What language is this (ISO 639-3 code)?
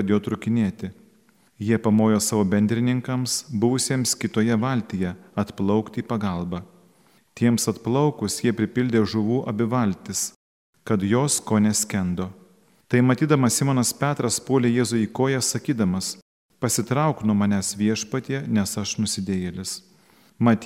lit